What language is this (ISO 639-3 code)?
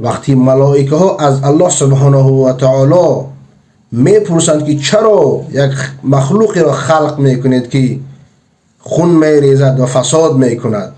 fas